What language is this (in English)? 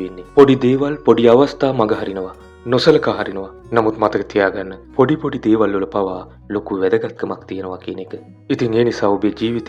Sinhala